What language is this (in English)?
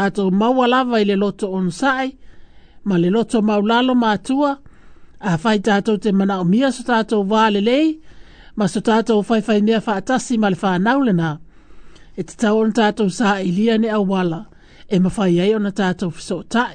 Samoan